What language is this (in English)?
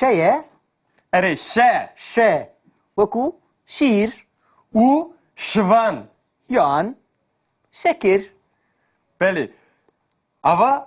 Kurdish